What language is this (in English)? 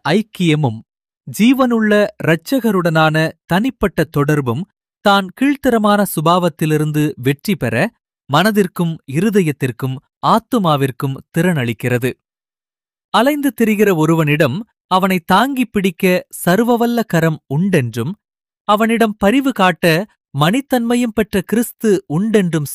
Tamil